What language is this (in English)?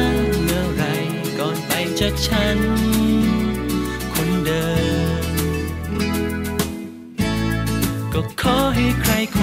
Thai